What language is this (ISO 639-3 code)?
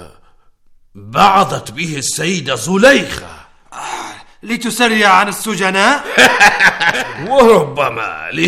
ara